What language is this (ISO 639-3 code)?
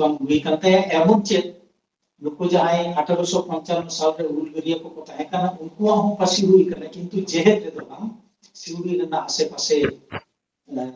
sat